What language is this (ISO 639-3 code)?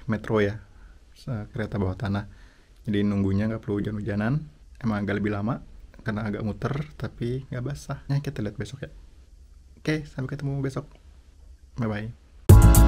ind